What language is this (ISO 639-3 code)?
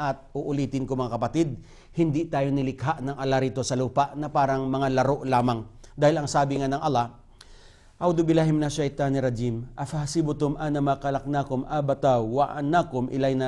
fil